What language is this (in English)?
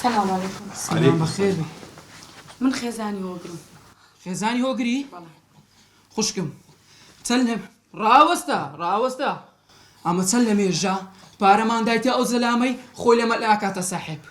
Central Kurdish